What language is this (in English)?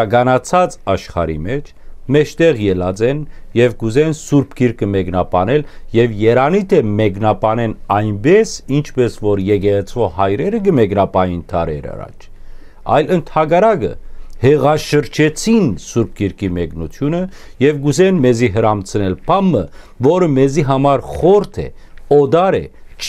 Western Armenian